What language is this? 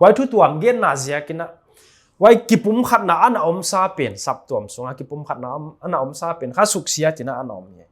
Paite Chin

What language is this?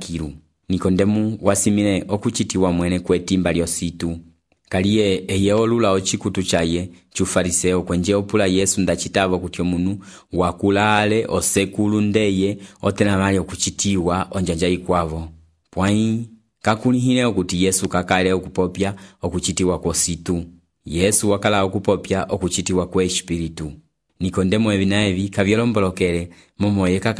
Umbundu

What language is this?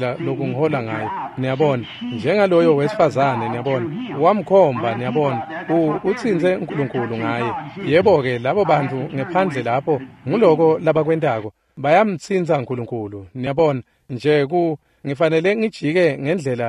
Swati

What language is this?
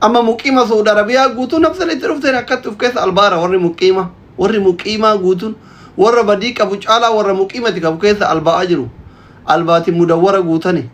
Oromo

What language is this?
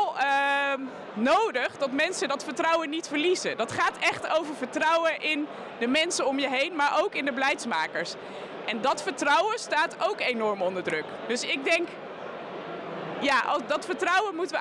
Dutch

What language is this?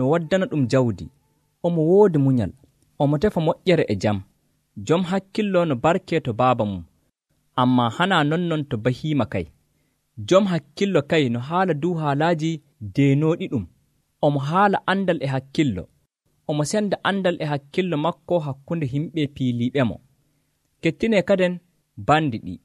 Nigerian Fulfulde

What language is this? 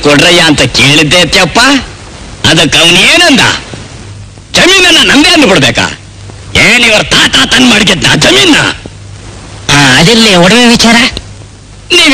Kannada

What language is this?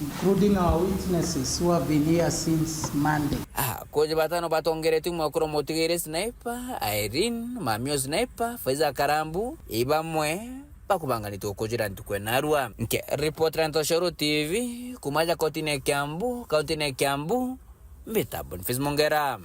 Meru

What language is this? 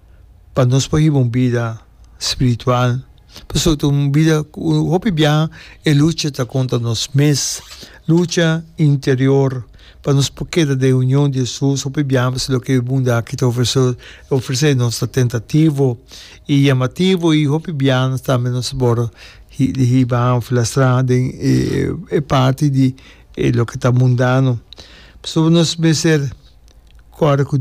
Papiamento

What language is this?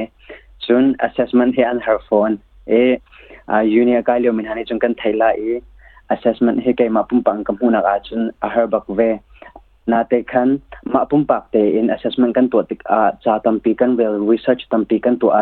Hakha Chin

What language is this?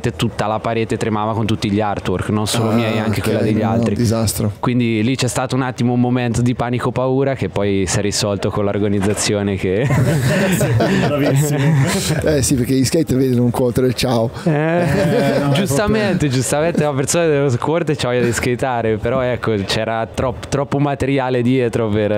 Italian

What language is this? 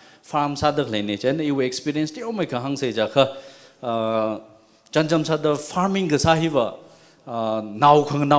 Tangkhul Naga (India)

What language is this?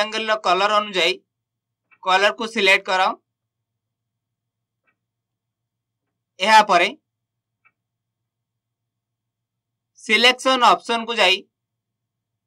Odia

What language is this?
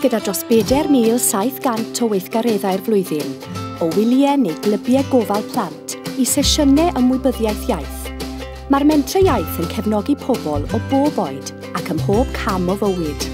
Welsh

